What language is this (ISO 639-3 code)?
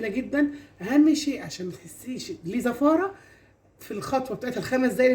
arz